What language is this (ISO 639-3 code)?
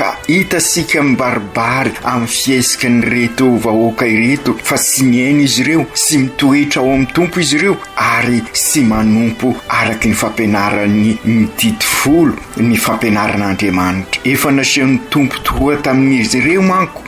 mlg